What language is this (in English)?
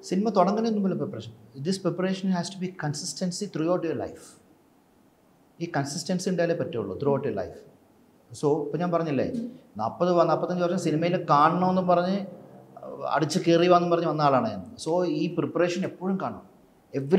Malayalam